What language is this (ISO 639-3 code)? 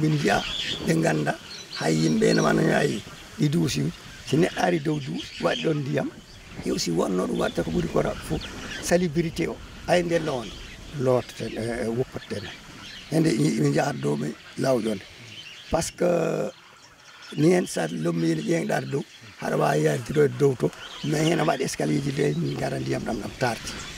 ful